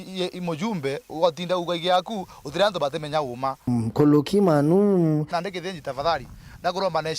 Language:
Meru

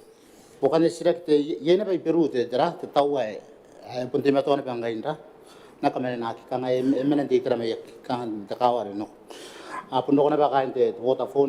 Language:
Gilbertese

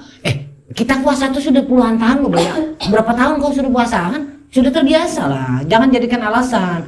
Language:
Banjar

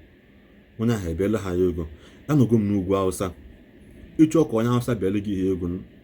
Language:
Igbo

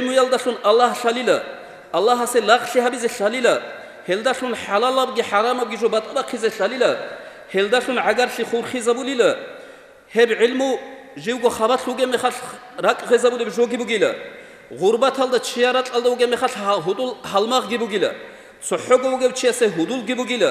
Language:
Avaric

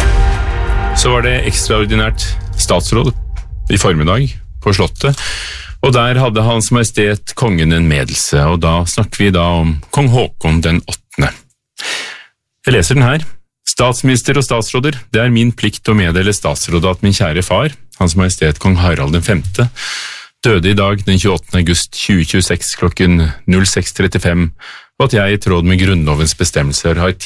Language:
Norwegian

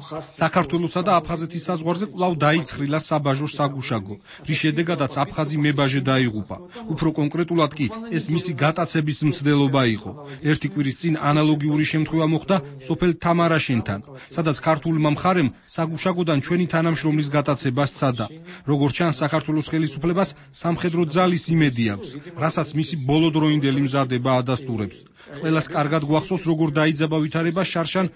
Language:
Georgian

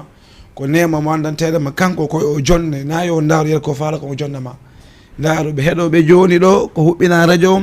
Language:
Fula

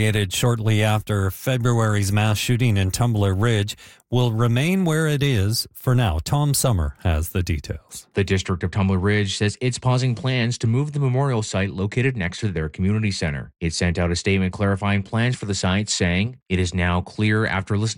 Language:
English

